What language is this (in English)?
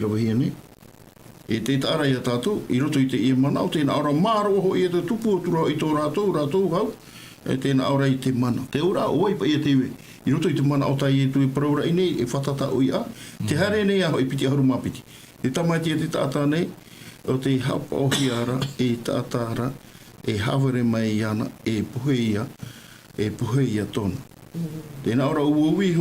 Tahitian